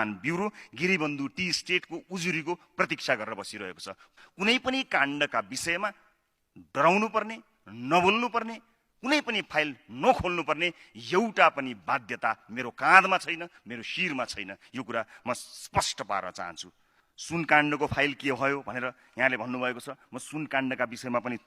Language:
Nepali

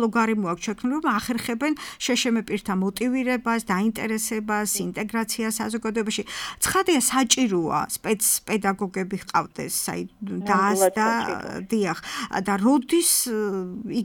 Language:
Georgian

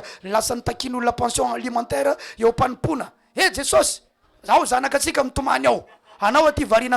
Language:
Malagasy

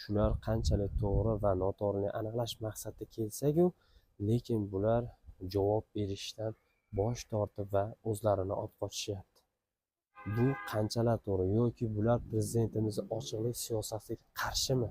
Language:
Uzbek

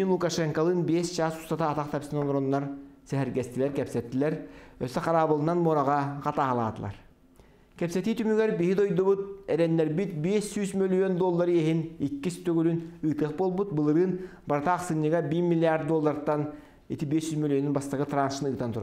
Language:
Yakut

